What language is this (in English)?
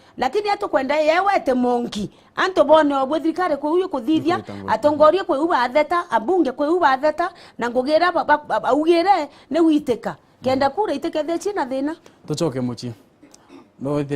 Meru